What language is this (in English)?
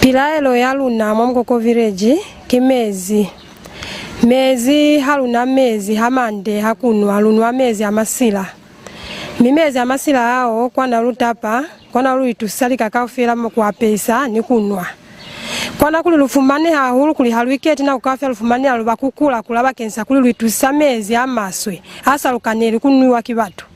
Lozi